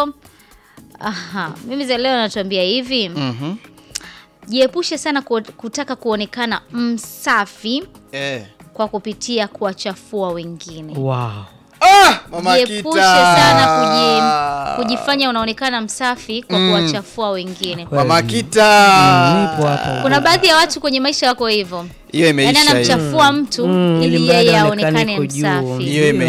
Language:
Swahili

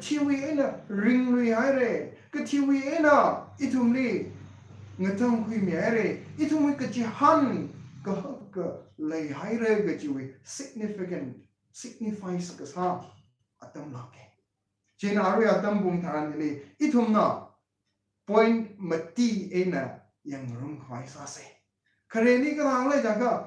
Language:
Tangkhul Naga (India)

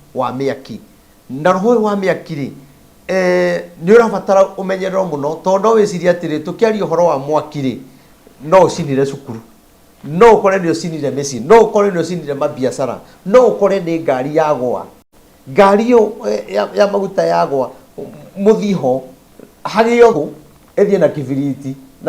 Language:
Kikuyu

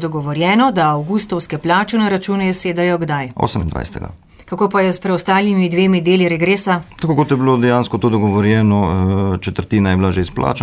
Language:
Slovenian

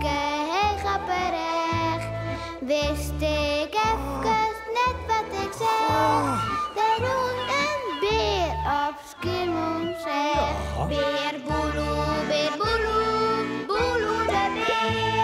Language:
Western Frisian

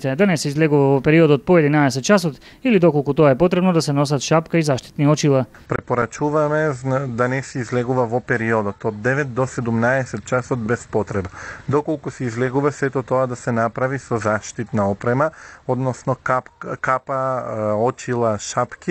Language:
Macedonian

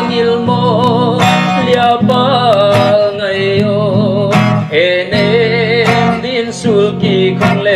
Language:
Paite Chin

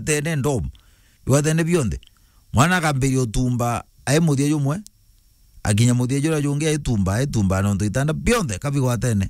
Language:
Meru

